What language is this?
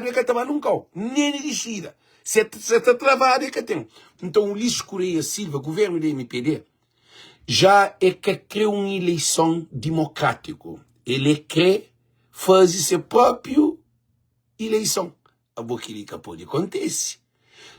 Kabuverdianu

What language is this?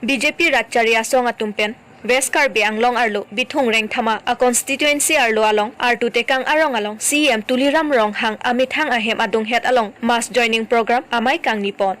Karbi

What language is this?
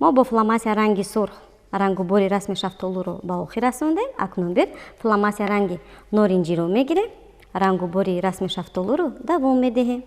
Tajik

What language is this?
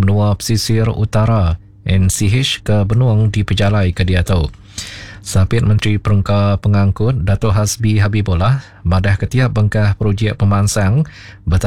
Iban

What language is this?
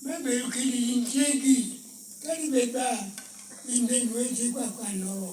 Lango (Uganda)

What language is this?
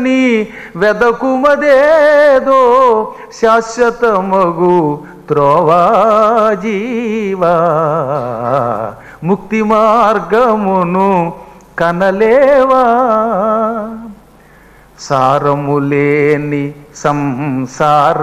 Telugu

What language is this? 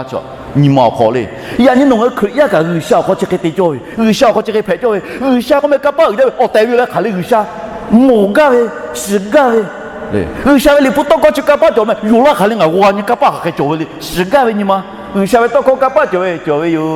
Lahu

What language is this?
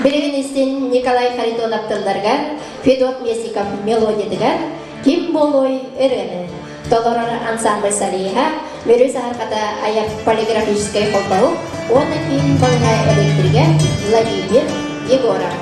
Yakut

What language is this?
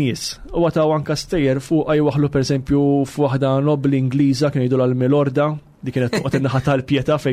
Maltese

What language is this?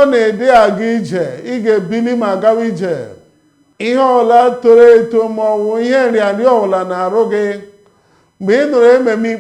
Igbo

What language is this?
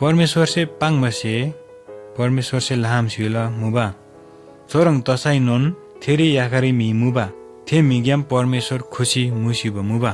Eastern Tamang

